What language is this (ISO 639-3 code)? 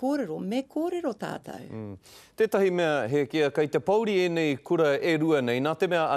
mri